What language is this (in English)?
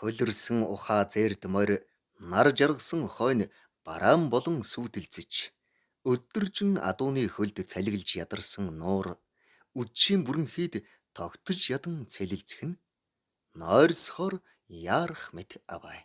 Mongolian